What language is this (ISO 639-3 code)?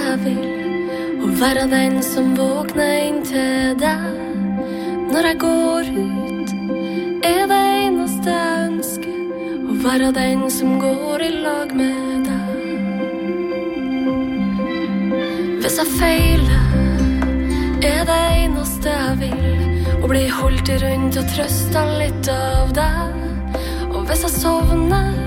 nor